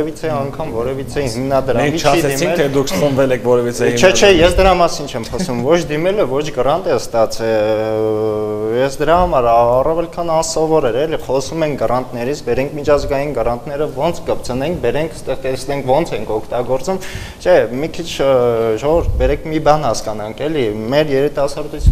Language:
Armenian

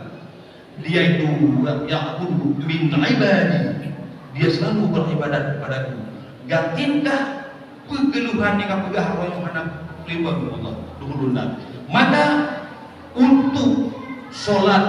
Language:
Achinese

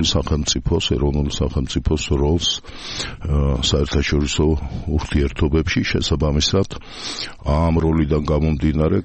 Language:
Georgian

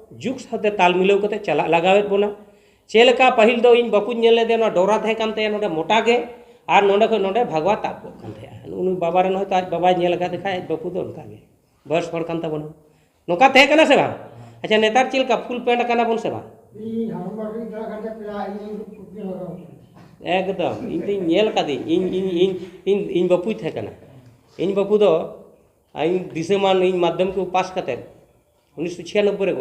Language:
Santali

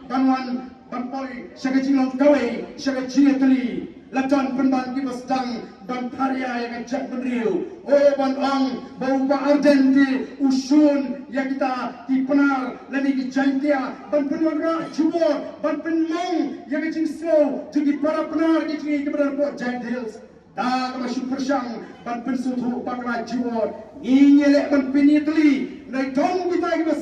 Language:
Khasi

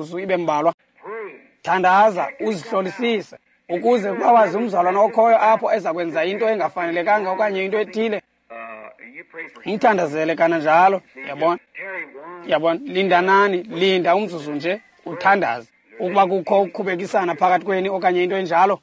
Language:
Xhosa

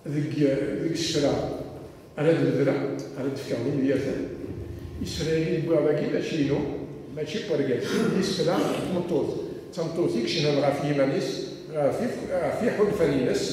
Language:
Kabyle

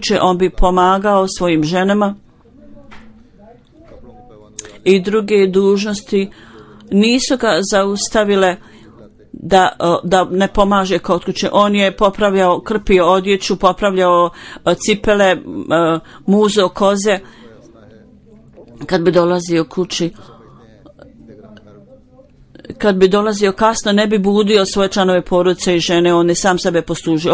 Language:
Bosnian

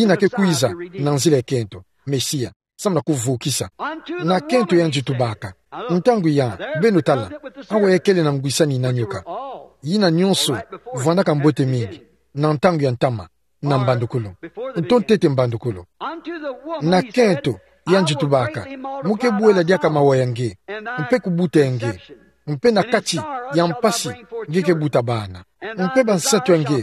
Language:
Kituba (Democratic Republic of Congo)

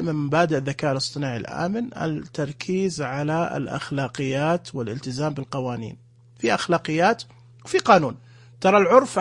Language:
Najdi Arabic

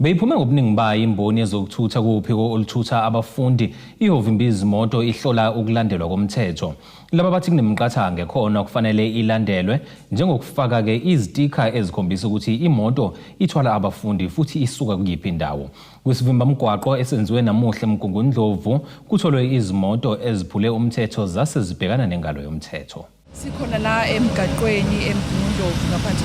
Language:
Zulu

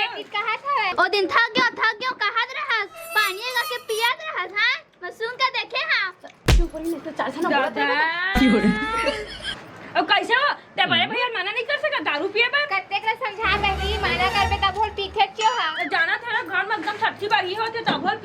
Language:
Chhattisgarhi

